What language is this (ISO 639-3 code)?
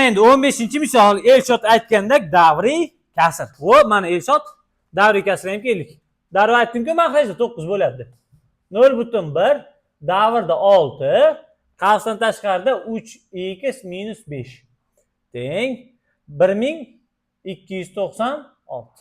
uzb